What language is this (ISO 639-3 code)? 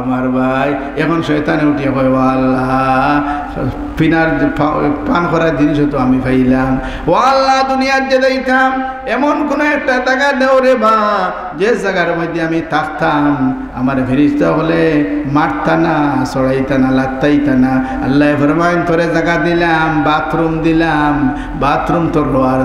syl